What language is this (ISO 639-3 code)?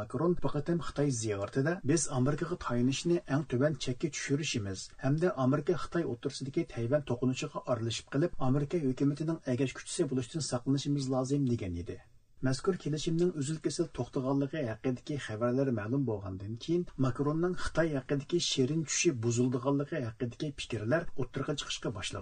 uig